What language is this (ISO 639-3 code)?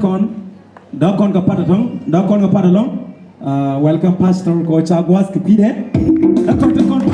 nus